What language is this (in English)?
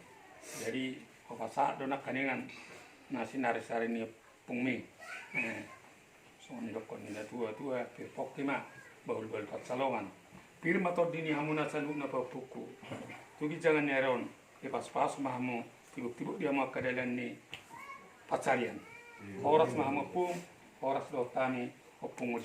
Batak Toba